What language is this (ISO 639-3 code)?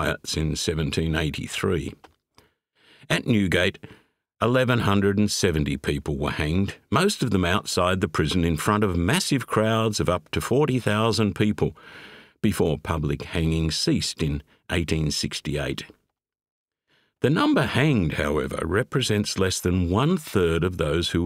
eng